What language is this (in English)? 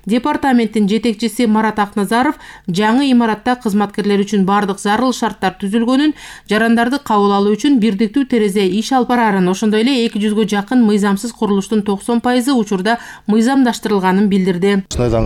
Kyrgyz